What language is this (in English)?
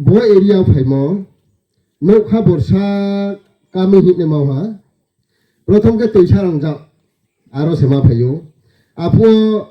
Riang (India)